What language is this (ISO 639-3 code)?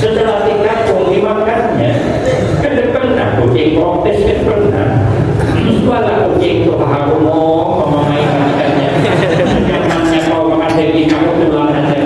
bjn